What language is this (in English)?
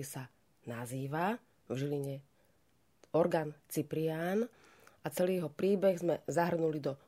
Slovak